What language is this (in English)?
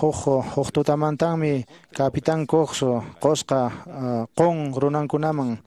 Quechua